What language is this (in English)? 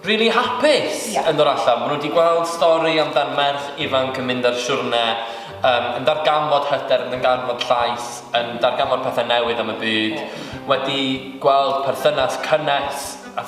Welsh